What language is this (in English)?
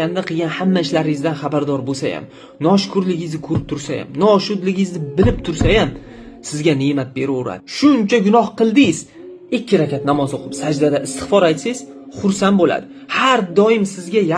Uzbek